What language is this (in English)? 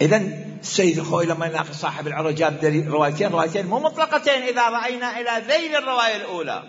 Mesopotamian Arabic